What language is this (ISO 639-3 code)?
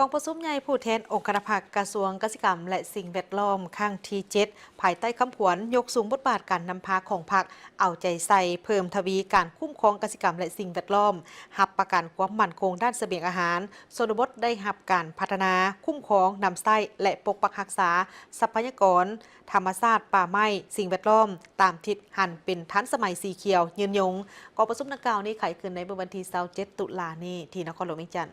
lao